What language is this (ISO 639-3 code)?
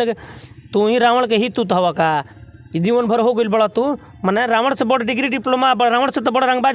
bho